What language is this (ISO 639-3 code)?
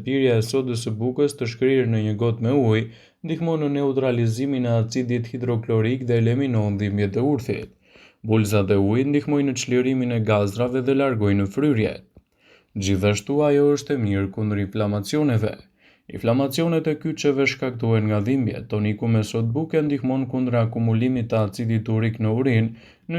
sqi